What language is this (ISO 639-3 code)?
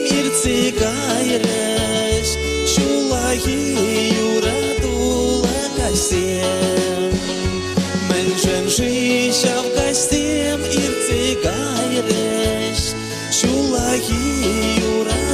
chv